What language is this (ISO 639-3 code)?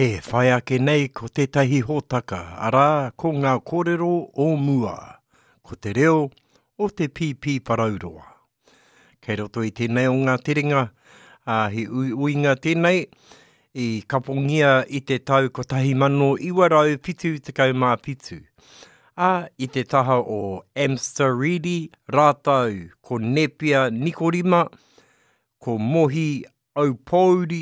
mri